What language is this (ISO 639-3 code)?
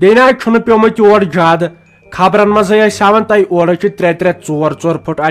kas